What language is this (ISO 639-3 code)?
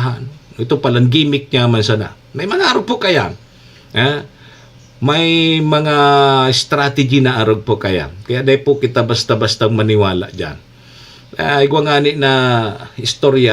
bik